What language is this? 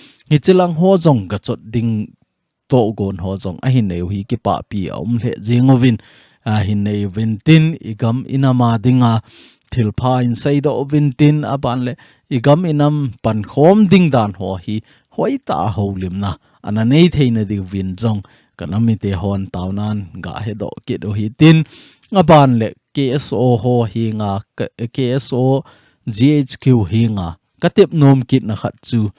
Thado Chin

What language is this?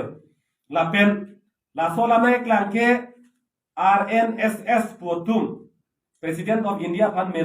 Karbi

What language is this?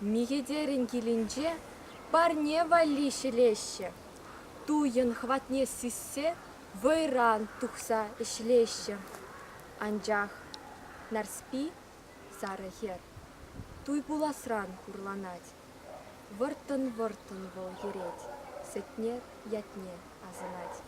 Chuvash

